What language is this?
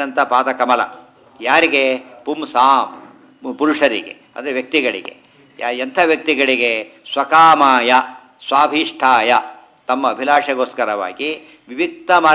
Kannada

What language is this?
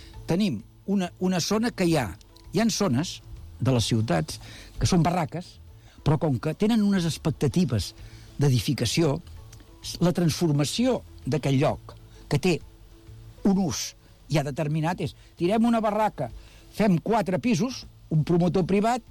Catalan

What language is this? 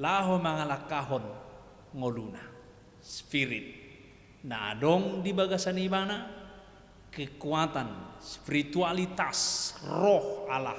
Batak Toba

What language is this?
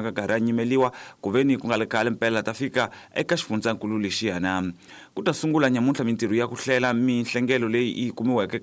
Tsonga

